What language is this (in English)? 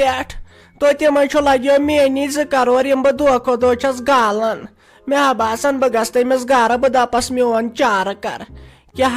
Kashmiri